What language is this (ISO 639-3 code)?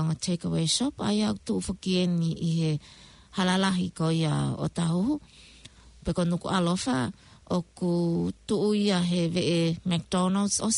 ton